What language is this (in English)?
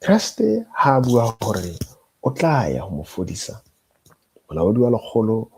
Southern Sotho